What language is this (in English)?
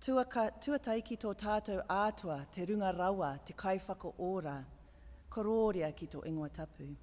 Māori